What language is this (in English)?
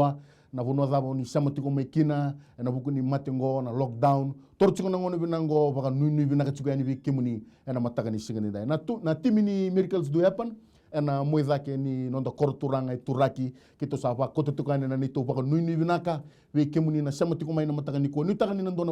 Fijian